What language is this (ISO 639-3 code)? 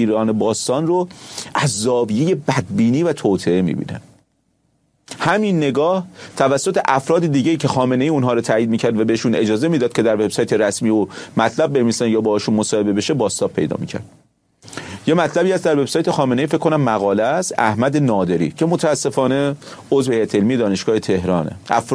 fas